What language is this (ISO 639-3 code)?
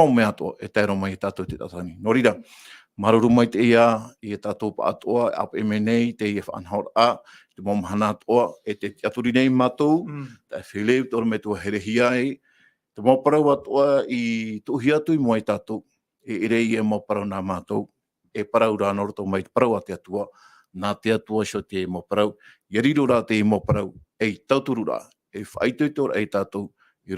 tah